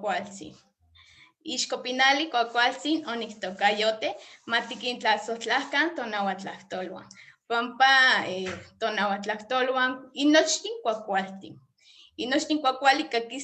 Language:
Eastern Huasteca Nahuatl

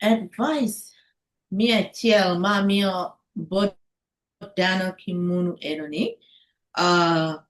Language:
Acoli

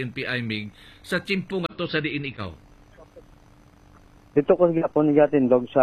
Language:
Hiligaynon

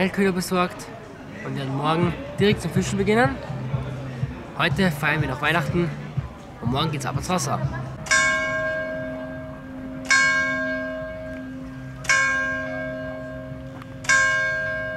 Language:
German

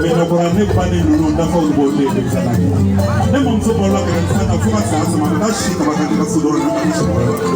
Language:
Bambara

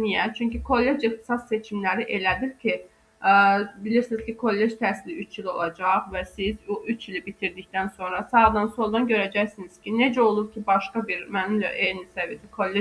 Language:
Azerbaijani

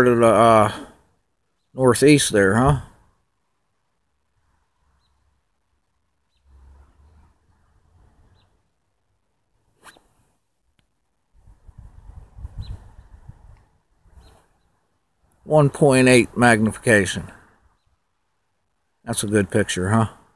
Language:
English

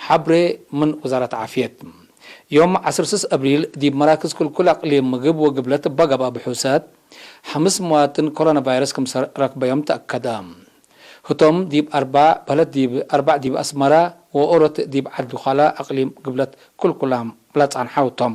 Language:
Tigre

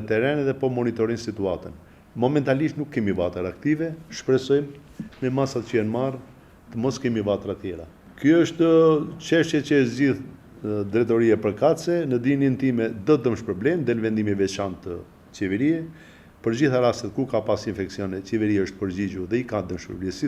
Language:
Albanian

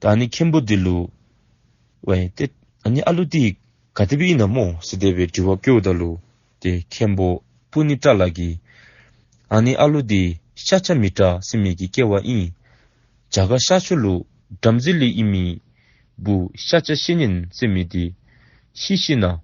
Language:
Dzongkha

